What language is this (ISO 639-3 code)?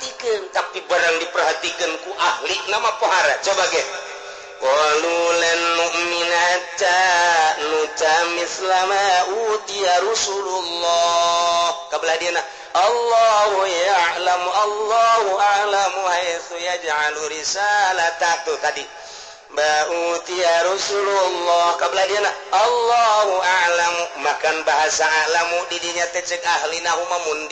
sun